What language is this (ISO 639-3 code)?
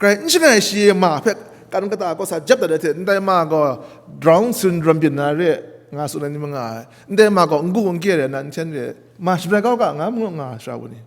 kac